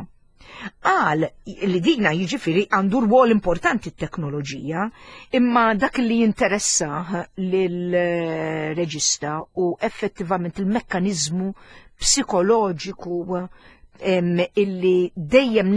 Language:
Maltese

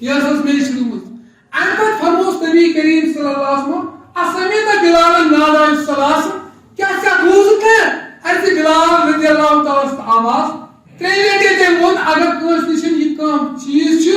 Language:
Kashmiri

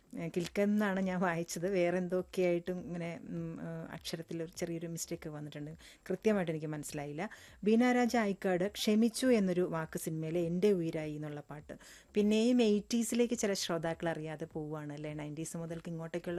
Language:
Malayalam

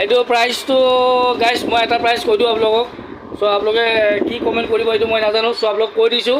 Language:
Assamese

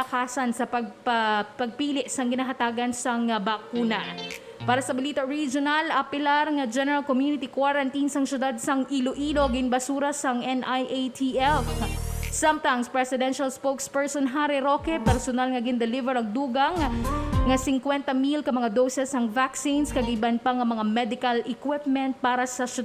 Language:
Hiligaynon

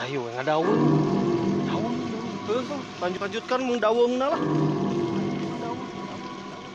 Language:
Sundanese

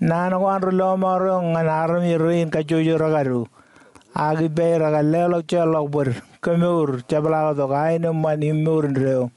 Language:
Marshallese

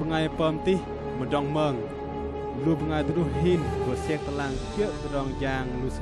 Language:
Bahnar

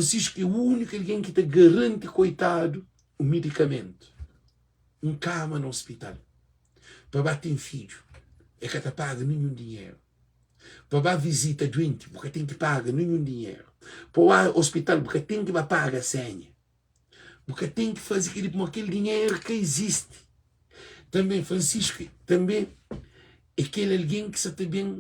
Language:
Kabuverdianu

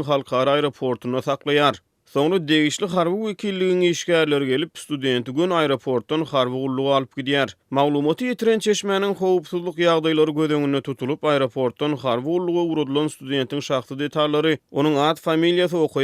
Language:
Turkmen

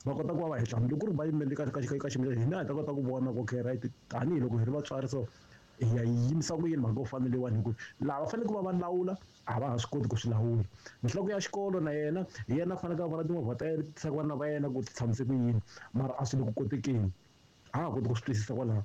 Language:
Tsonga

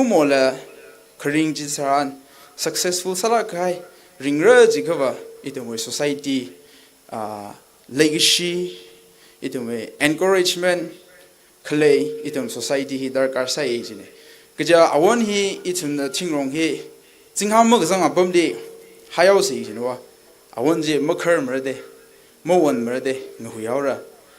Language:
Tangkhul Naga (India)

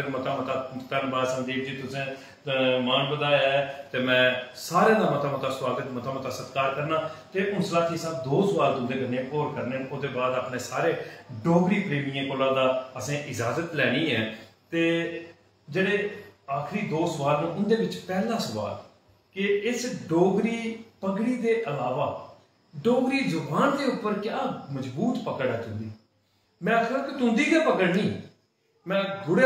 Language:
Dogri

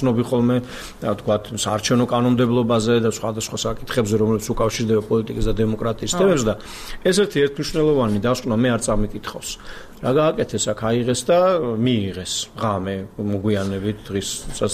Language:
Georgian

